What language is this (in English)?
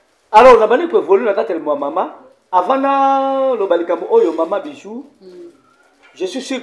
Lingala